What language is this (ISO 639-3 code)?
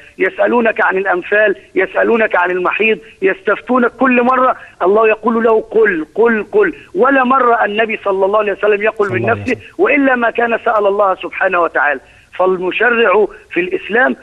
arz